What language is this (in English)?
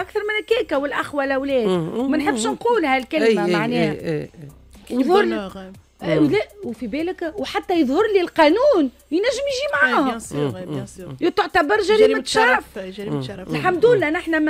Tunisian Arabic